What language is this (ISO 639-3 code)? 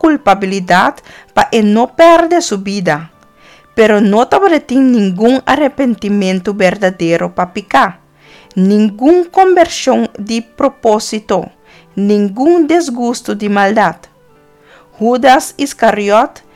pap